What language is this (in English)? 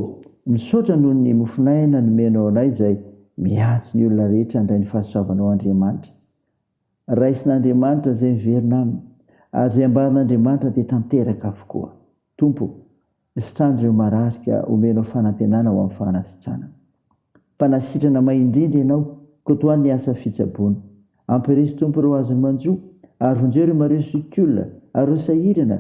Malagasy